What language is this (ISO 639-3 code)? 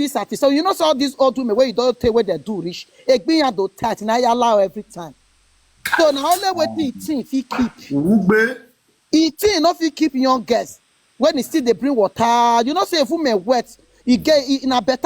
pcm